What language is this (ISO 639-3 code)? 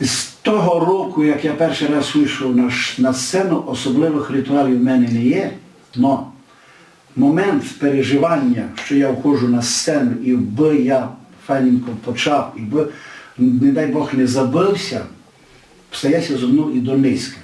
rue